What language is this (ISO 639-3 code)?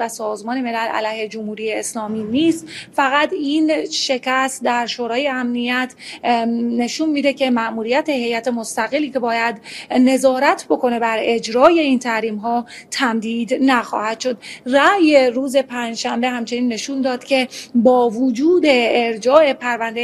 fas